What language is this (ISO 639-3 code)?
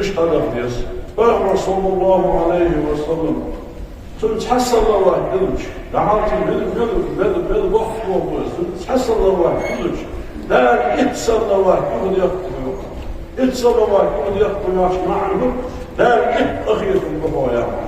inh